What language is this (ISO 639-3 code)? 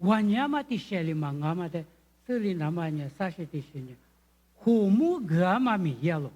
lis